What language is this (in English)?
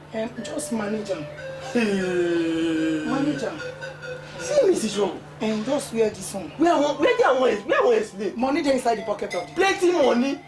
Nigerian Pidgin